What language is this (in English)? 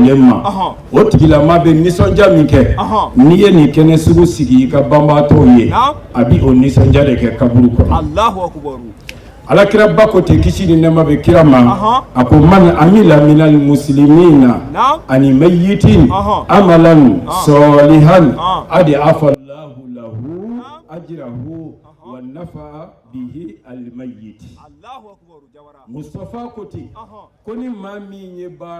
Bambara